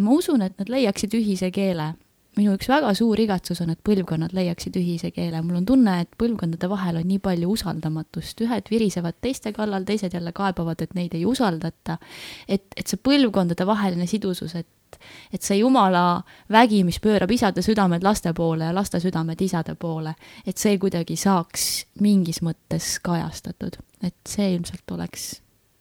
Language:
Estonian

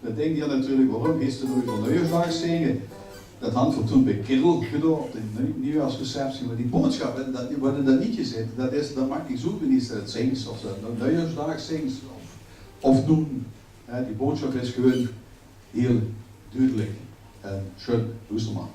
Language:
Limburgish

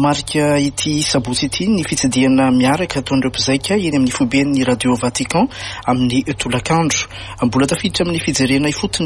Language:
Malagasy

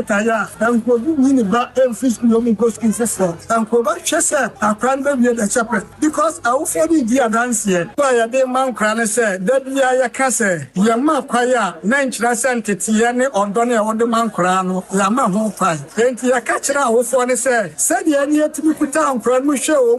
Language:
Akan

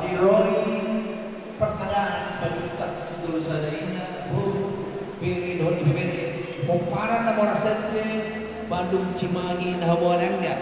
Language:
Batak Toba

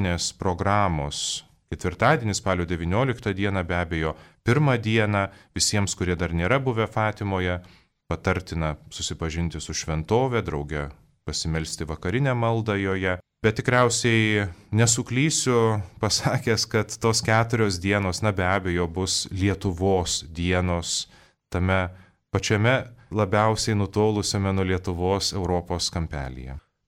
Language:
Lithuanian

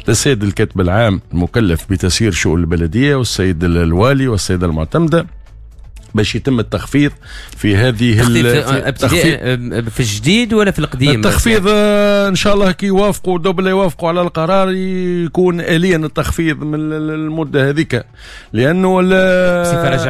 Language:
Tunisian Arabic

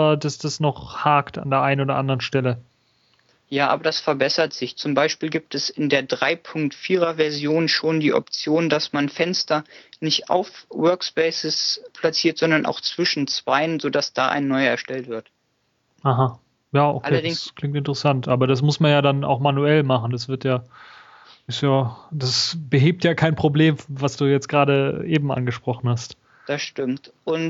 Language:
German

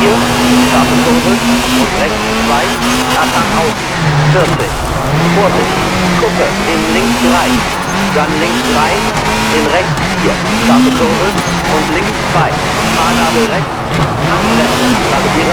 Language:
Bavarian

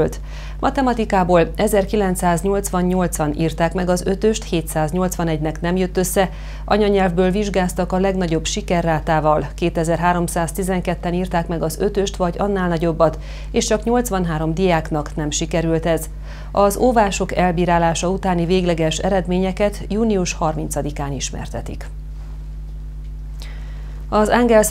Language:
Hungarian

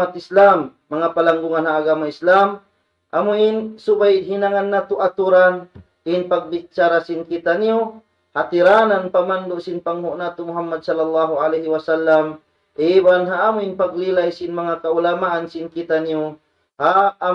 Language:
Tausug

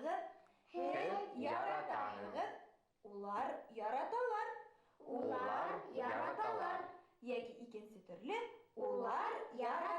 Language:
Bashkir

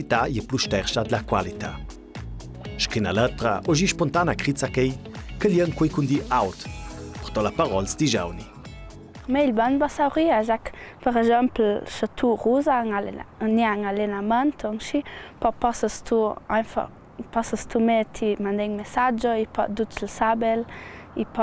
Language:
Ladin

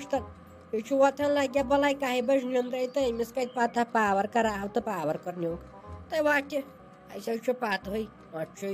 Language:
Kashmiri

